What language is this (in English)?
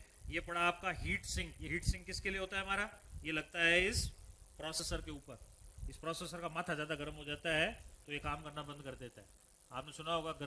Hindi